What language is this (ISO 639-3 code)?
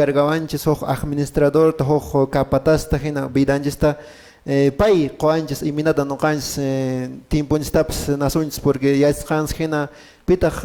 que